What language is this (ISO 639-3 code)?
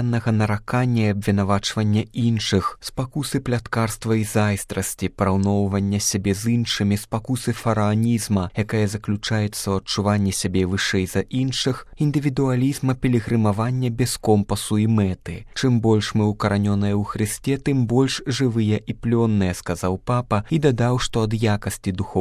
bel